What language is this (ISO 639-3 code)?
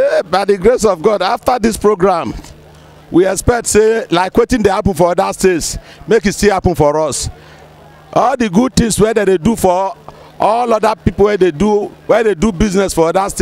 pcm